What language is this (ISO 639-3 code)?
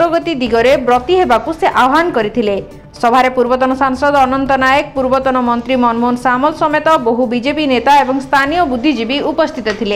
ori